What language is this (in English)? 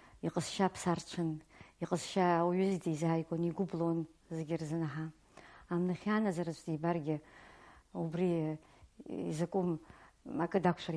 Abkhazian